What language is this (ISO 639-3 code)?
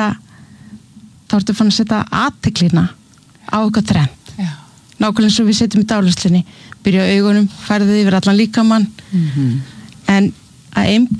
isl